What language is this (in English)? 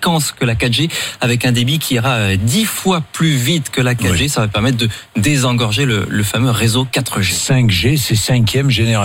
French